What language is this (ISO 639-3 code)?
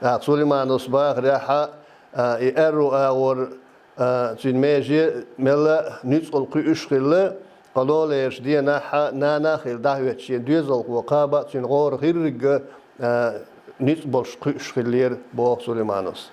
che